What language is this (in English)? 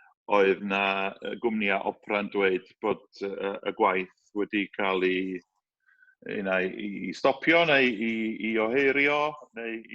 Welsh